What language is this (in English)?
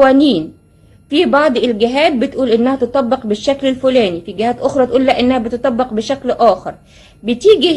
Egyptian Arabic